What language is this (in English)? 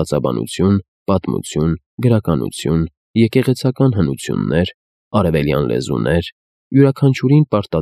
Armenian